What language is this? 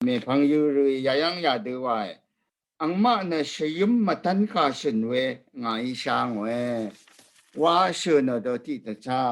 Rawang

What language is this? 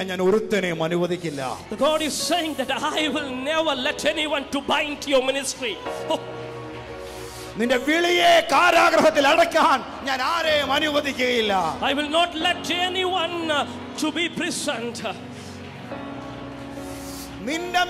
Malayalam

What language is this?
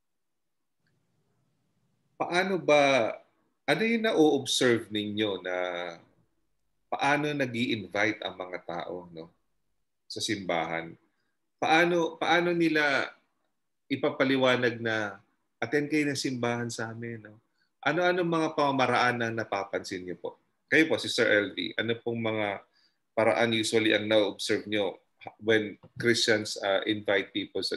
Filipino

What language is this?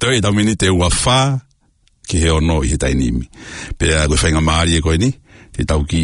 Tongan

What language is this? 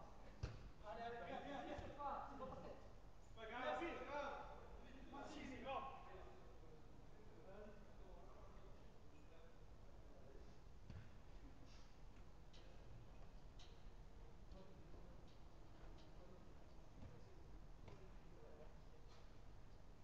French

